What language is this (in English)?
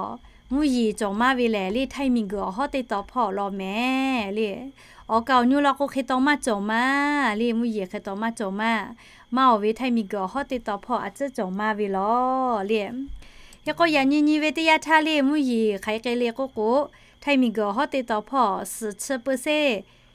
Lahu